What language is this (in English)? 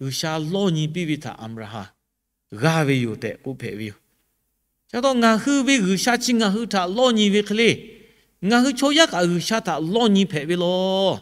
Lahu